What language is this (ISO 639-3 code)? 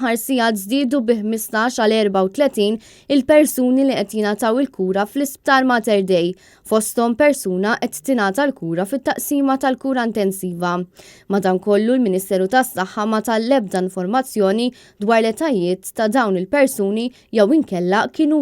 mlt